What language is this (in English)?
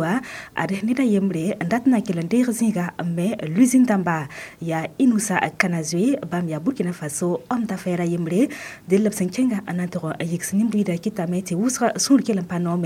Mossi